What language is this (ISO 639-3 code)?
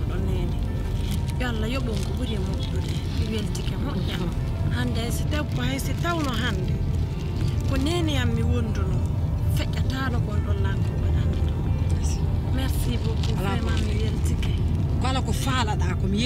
fuf